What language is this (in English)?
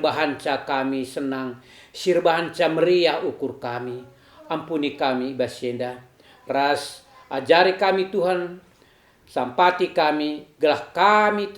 Batak Karo